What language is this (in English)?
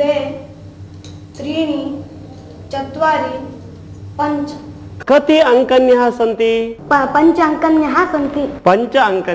Sanskrit